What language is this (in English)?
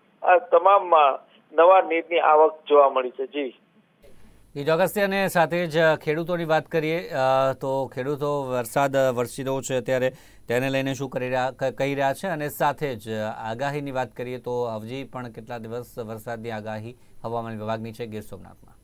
Gujarati